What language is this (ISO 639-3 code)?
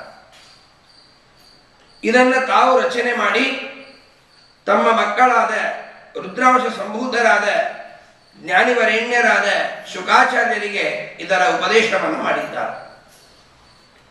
kan